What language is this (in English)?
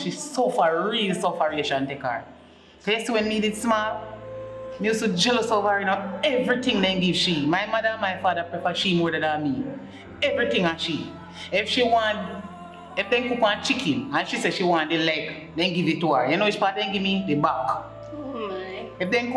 Jamaican Creole English